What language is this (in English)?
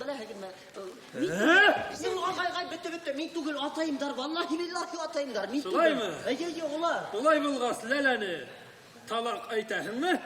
Bashkir